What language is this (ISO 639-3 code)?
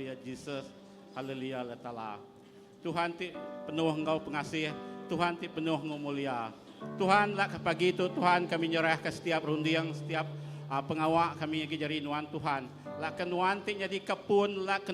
iba